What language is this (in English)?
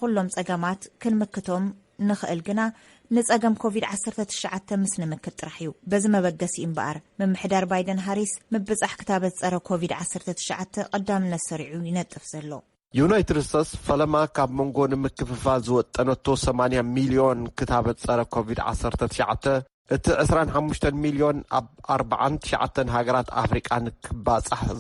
Tigrinya